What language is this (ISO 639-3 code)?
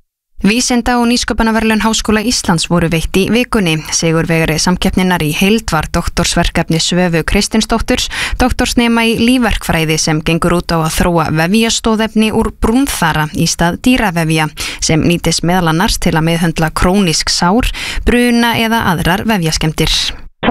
isl